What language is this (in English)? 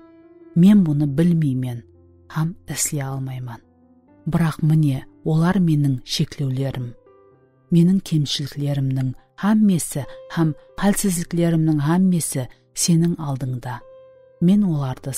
Kara-Kalpak